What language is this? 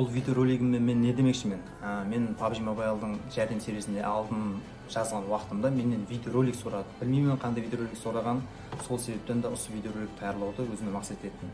Kara-Kalpak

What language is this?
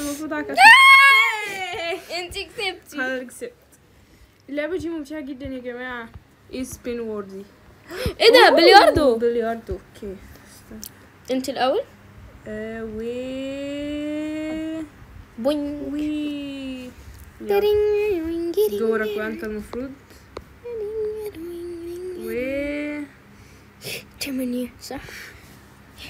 Egyptian Arabic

